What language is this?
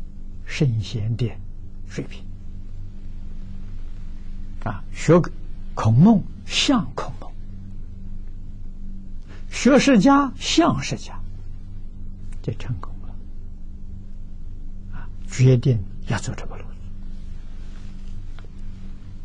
Chinese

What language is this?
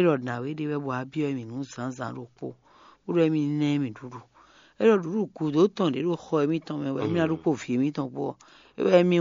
Fon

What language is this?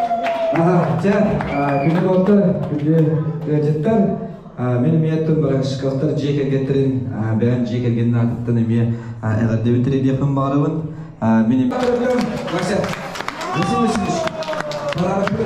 Yakut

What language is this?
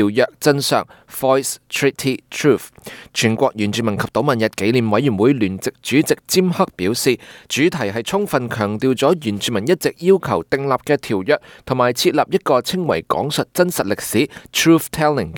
Cantonese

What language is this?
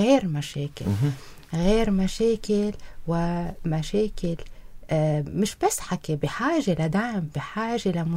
North Levantine Arabic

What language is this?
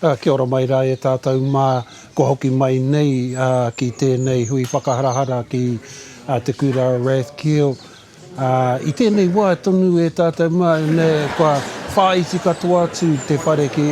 Māori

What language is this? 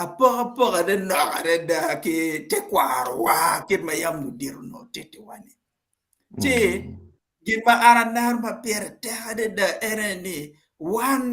Acoli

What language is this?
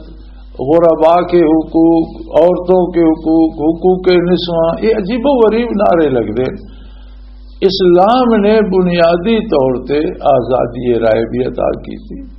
Western Panjabi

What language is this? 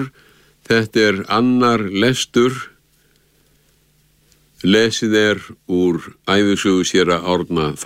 Icelandic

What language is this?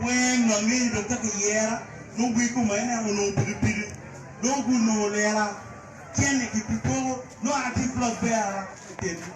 Acoli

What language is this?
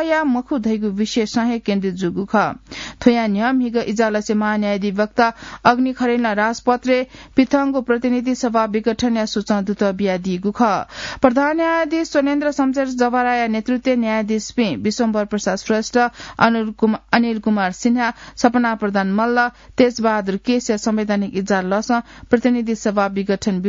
Newari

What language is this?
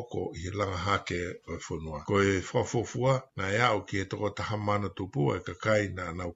Tongan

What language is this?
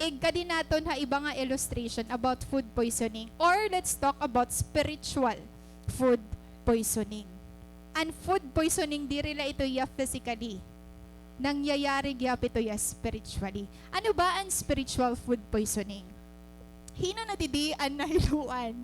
Waray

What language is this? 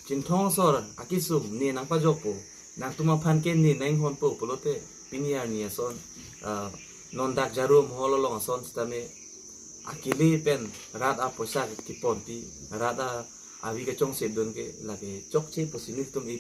Karbi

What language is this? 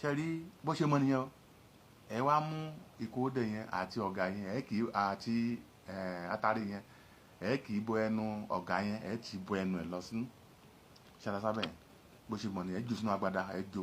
Yoruba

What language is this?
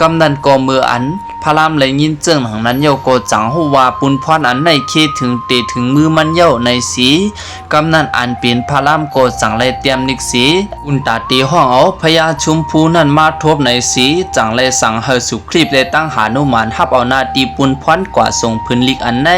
Lao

